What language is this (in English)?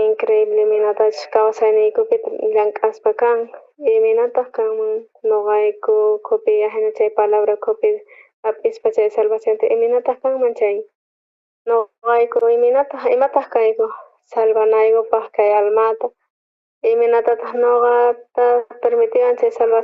South Bolivian Quechua